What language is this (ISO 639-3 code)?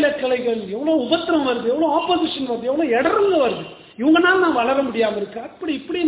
tam